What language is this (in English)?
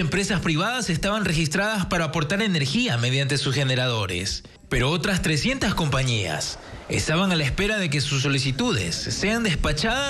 Spanish